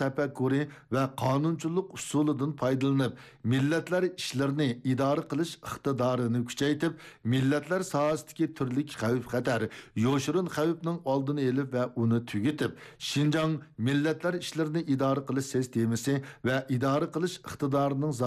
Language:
Uyghur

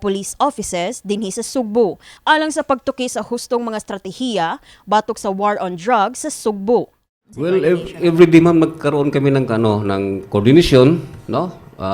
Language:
Cebuano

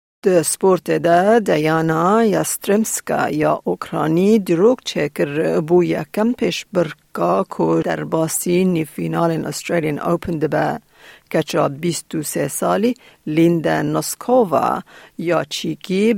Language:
Kurdish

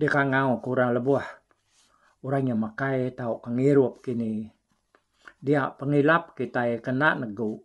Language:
Iban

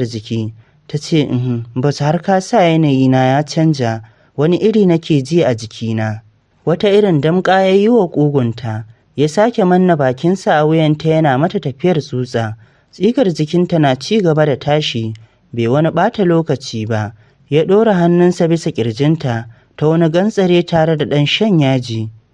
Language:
Hausa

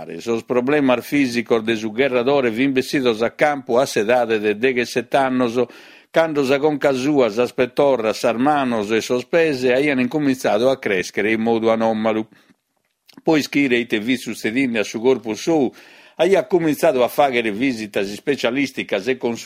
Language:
Sardinian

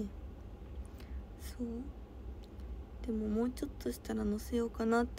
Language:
Japanese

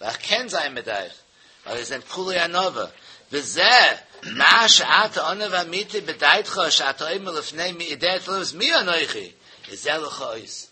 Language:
Yiddish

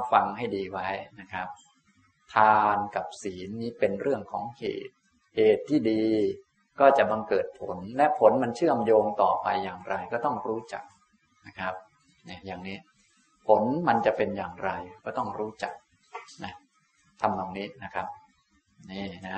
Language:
Thai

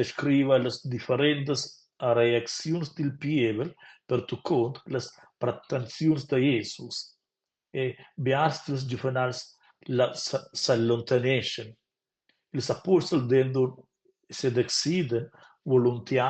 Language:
Romansh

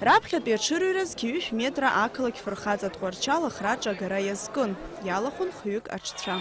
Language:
Abkhazian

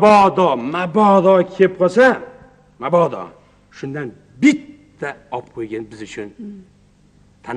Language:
Uzbek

